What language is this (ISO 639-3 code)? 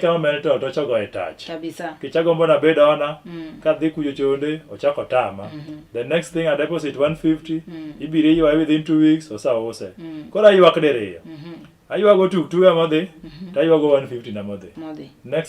luo